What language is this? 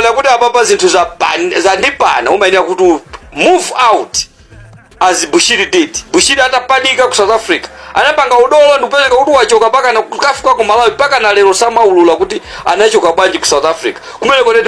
Nyanja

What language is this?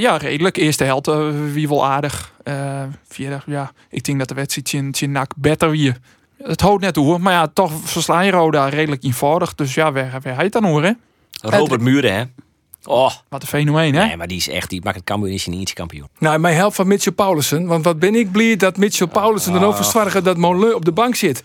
Western Frisian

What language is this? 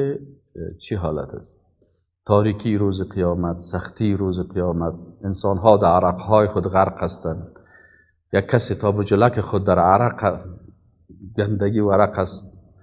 Persian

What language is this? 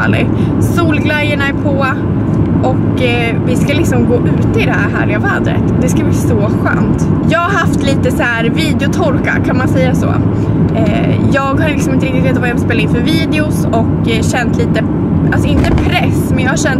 Swedish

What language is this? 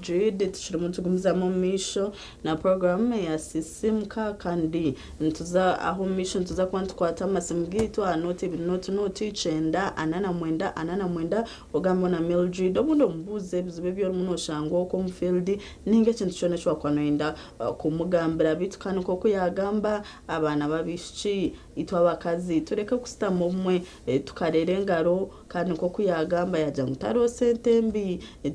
Nyankole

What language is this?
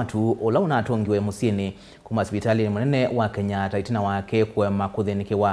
Kamba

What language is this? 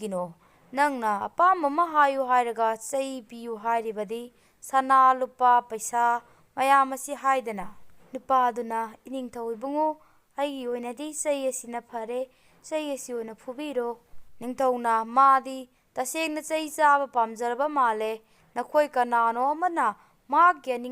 Manipuri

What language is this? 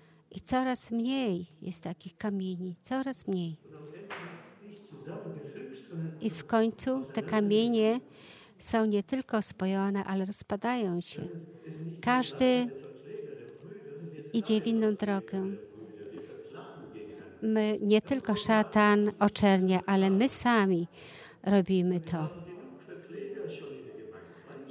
Polish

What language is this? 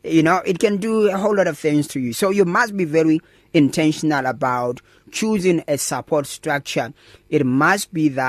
English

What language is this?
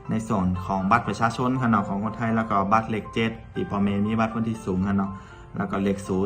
Shan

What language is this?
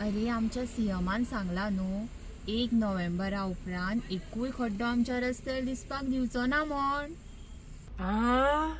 Konkani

